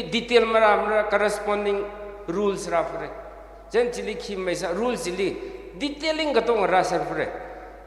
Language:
Tangkhul Naga (India)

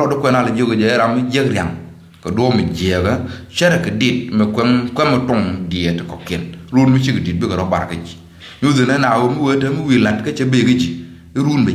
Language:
Nuer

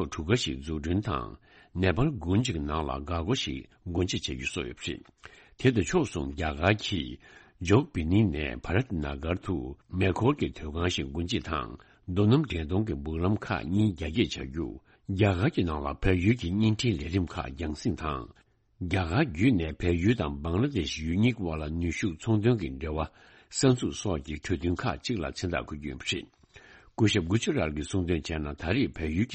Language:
Tibetan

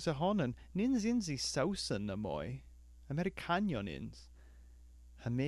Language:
Cornish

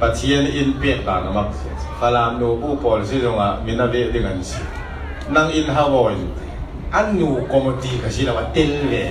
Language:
Falam Chin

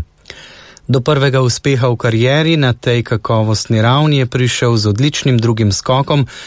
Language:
Slovenian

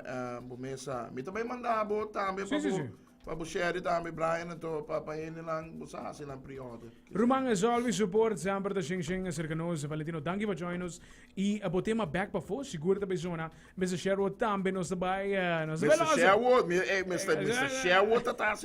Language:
Papiamento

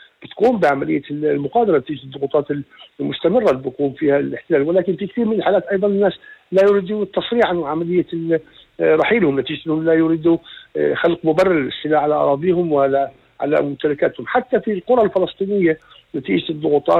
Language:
North Levantine Arabic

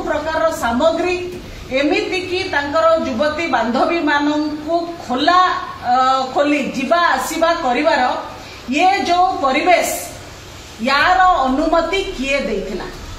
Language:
Odia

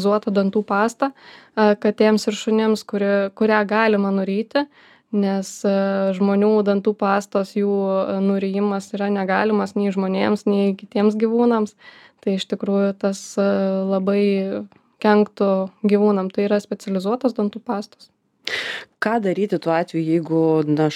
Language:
Lithuanian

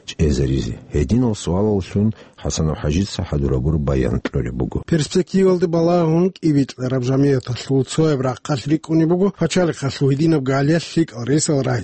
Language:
Avaric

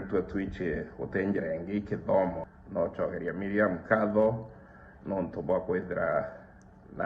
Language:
Meru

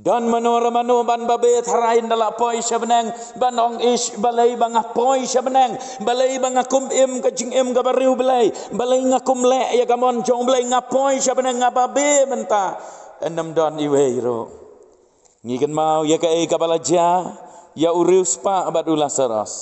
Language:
Khasi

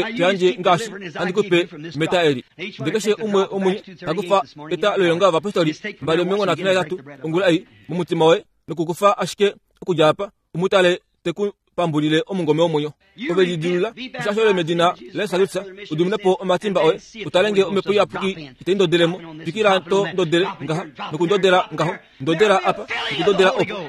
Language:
Kuanyama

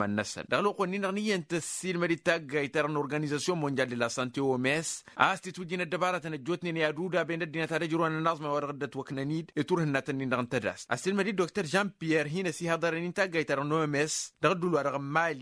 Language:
Tamasheq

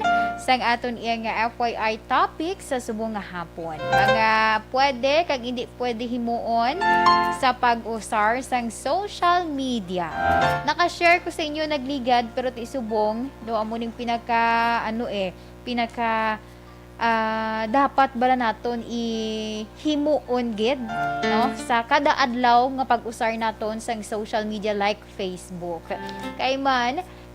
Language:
Hiligaynon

